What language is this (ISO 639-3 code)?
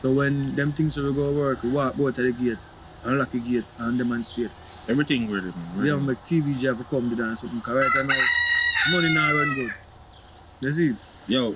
jam